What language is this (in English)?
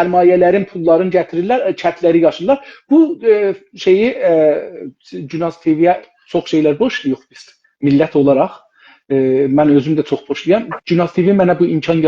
South Azerbaijani